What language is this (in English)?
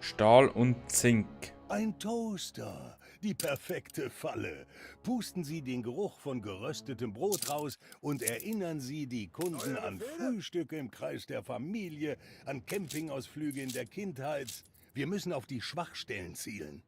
Bavarian